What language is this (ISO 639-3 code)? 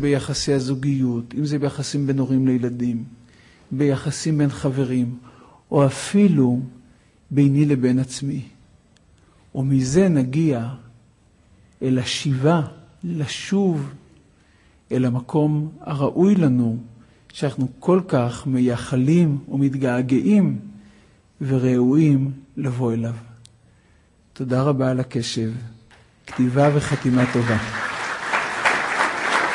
heb